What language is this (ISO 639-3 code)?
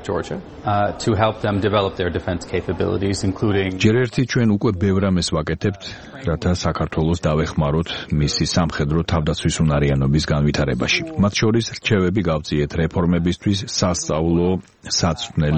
kat